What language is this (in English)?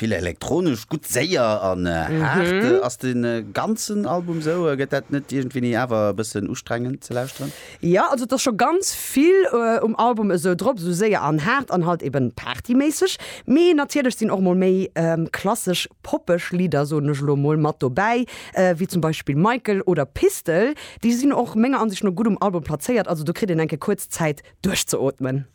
Luxembourgish